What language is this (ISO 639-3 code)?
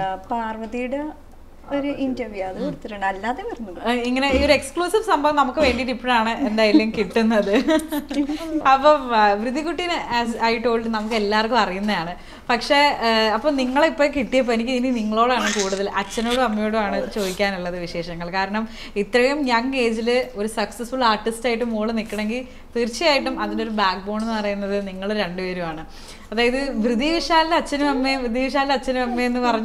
mal